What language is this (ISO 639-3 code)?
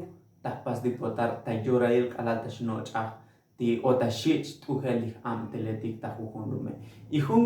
tzo